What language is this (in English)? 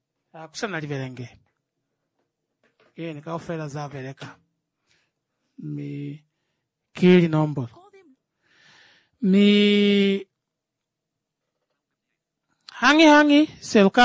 Swahili